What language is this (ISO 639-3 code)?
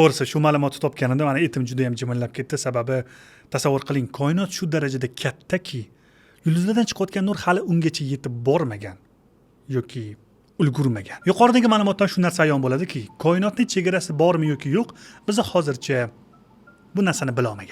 uzb